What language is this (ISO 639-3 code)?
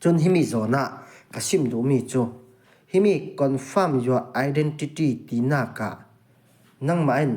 cfm